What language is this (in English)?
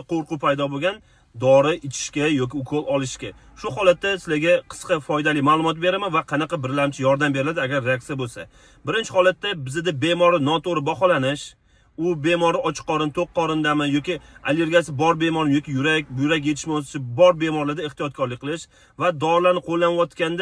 Uzbek